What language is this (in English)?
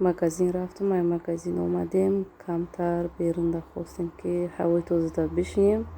Tajik